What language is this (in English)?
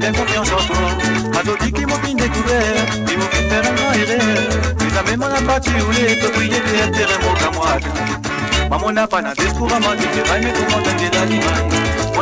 Morisyen